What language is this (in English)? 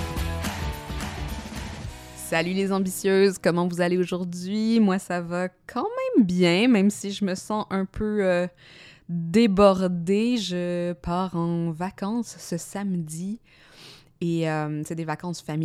French